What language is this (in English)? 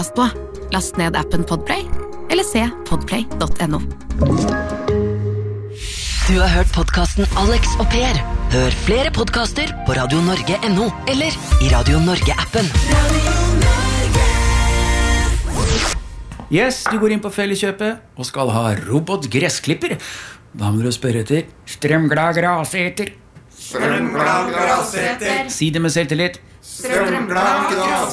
Norwegian